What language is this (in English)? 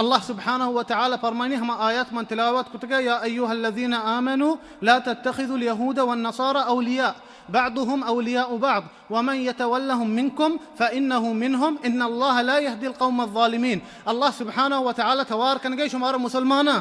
Baluchi